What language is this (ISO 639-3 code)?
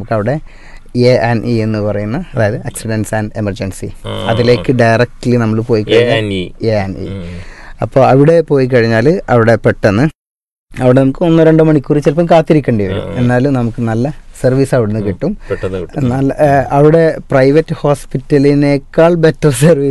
mal